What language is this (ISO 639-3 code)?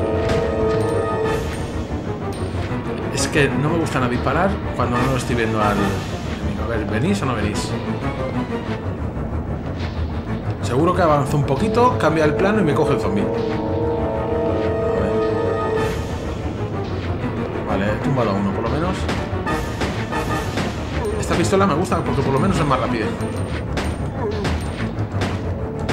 spa